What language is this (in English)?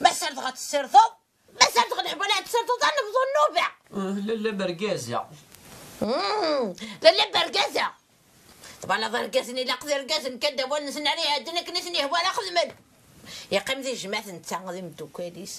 Kabyle